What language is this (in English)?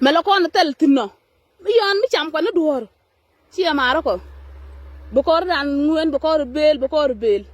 Nuer